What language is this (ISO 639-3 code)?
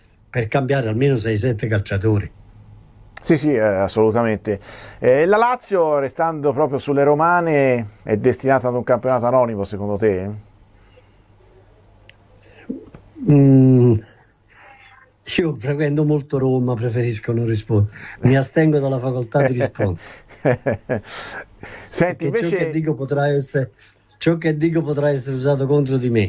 ita